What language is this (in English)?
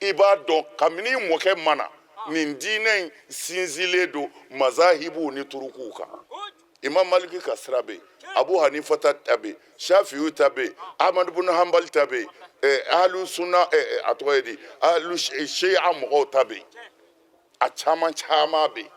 Bambara